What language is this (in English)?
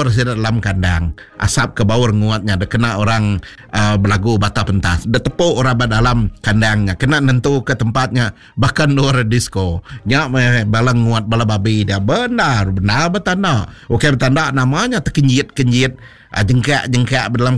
Iban